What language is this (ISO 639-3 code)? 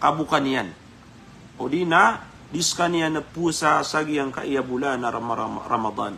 mrw